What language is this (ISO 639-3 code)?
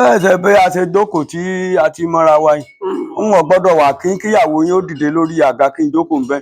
yor